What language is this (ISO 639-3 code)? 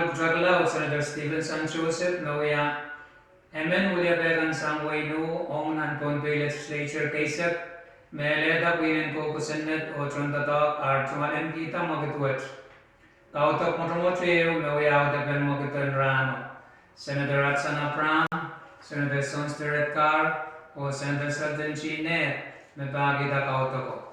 pon